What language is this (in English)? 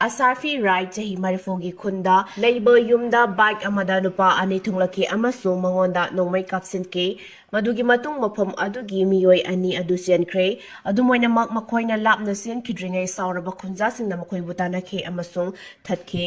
Manipuri